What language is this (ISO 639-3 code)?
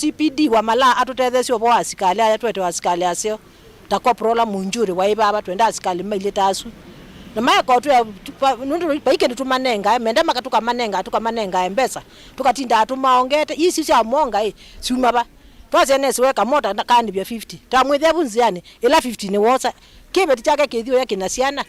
kam